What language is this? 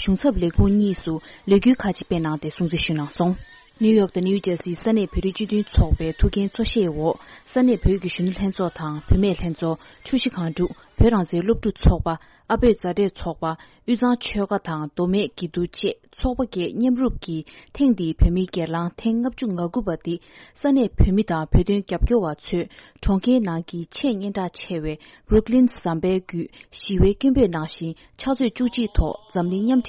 Tibetan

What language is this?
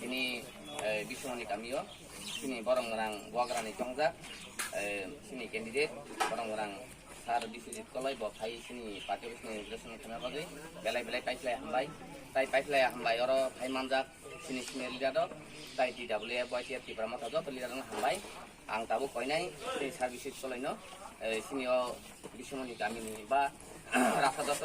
Kok Borok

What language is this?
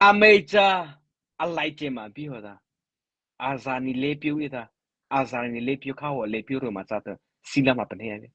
Mara Chin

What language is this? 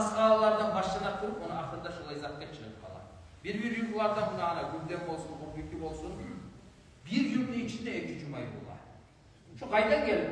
Kumyk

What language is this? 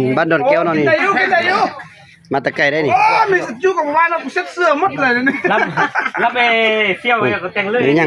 Lao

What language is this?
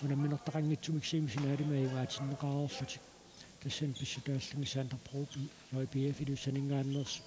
Kalaallisut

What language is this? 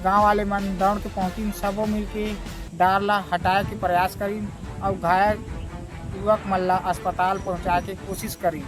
Chhattisgarhi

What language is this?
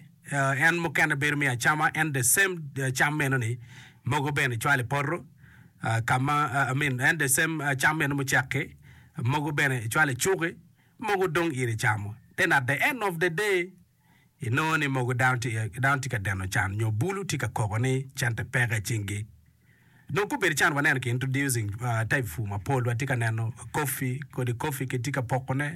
Acoli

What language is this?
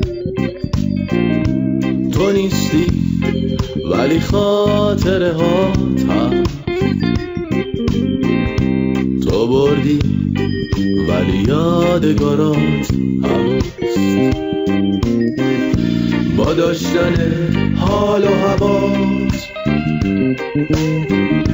Persian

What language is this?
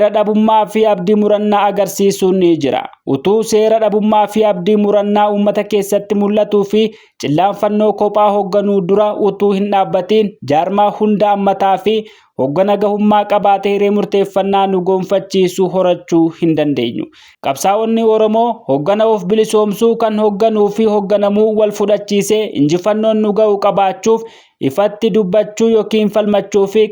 Oromo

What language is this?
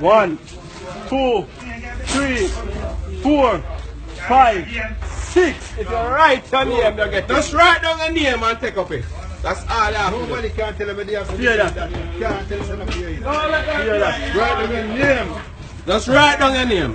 Jamaican Creole English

